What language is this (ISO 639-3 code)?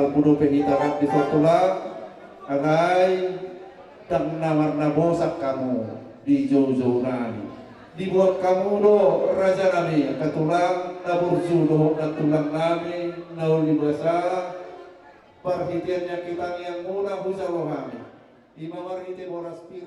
bbc